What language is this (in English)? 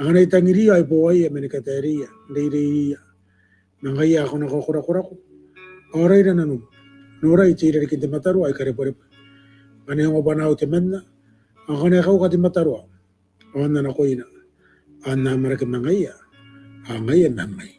Gilbertese